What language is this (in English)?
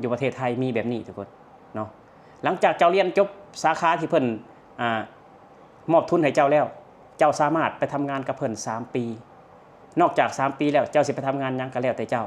Lao